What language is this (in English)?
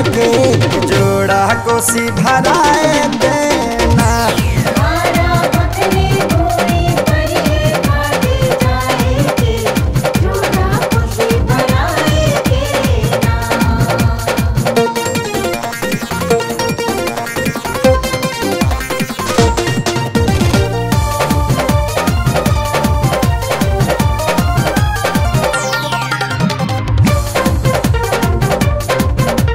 Bhojpuri